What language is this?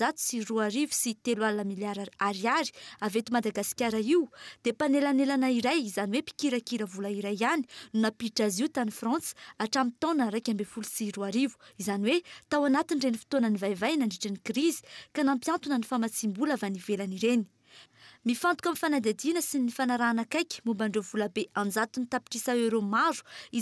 Malagasy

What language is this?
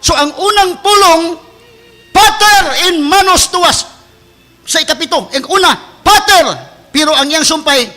Cebuano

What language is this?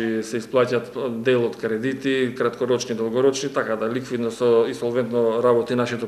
Macedonian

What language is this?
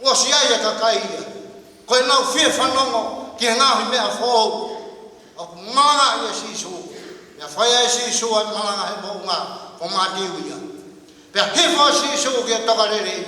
Tongan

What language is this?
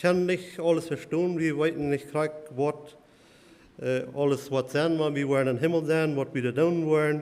Plautdietsch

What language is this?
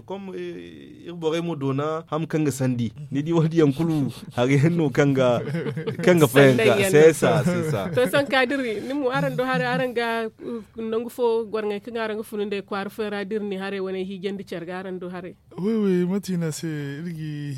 Zarma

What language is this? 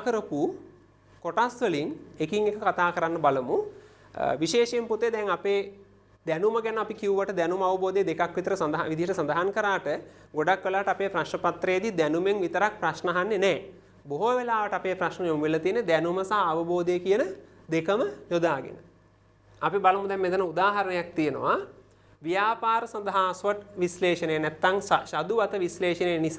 Sinhala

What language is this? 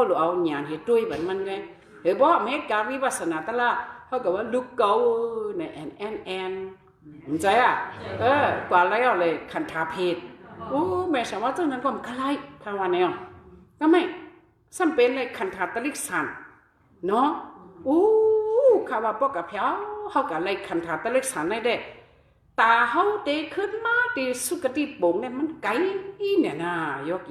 Shan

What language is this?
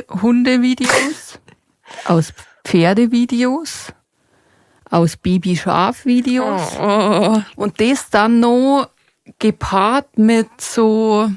Bavarian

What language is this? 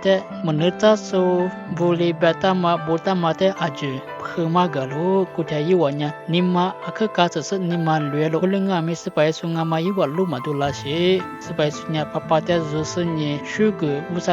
Lisu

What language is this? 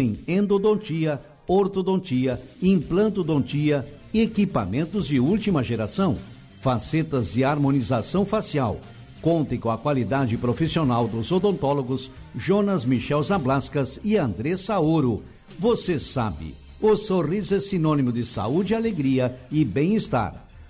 Portuguese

